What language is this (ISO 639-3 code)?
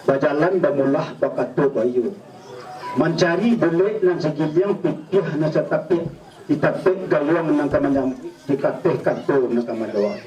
min